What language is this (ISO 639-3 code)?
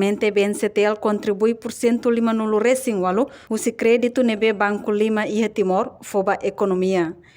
tet